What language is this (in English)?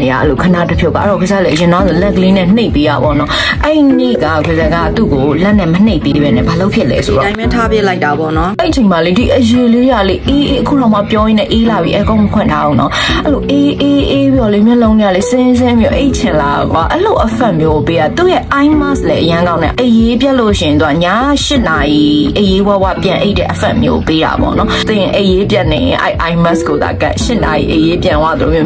Burmese